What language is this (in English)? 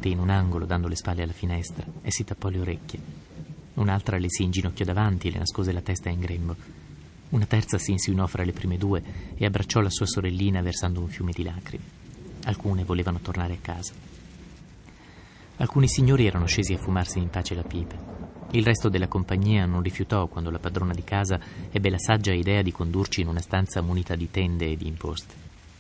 Italian